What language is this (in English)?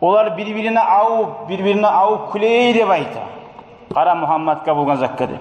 Kumyk